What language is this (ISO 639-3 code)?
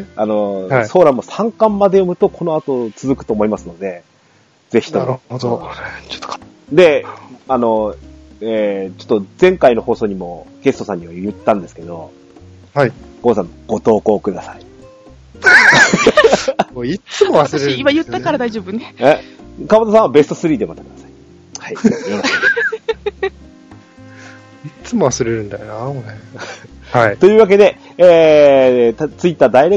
jpn